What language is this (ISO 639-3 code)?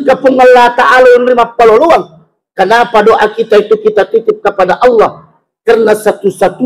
bug